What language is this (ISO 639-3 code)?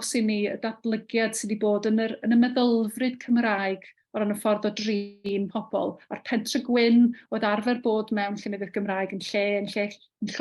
cym